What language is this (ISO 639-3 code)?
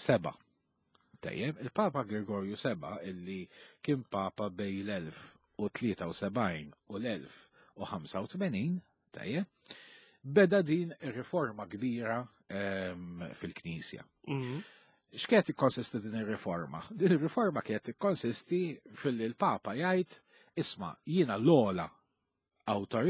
mlt